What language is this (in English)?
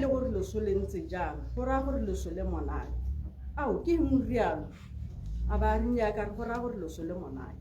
Tswana